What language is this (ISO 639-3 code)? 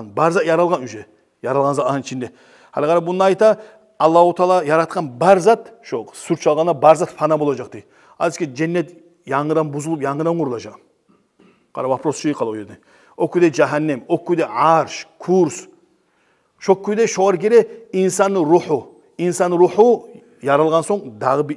kum